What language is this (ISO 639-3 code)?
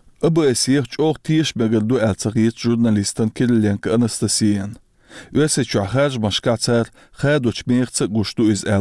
che